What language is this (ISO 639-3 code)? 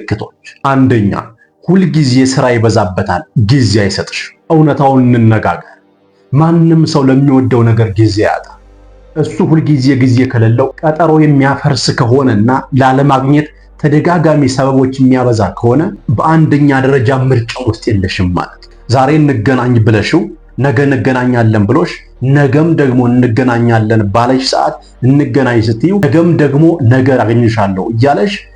amh